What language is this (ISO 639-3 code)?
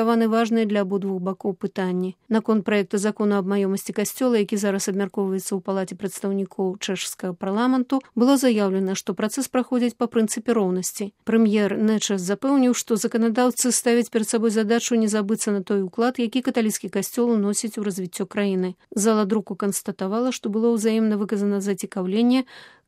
bel